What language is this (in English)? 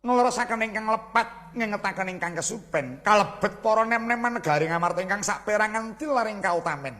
Javanese